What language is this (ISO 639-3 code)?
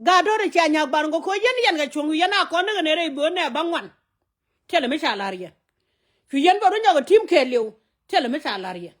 nus